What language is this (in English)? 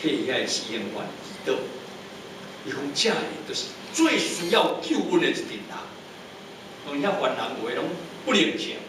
Min Nan Chinese